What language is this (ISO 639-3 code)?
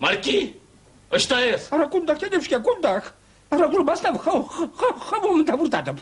chv